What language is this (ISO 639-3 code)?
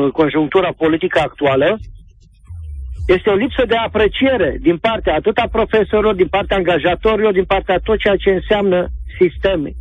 ron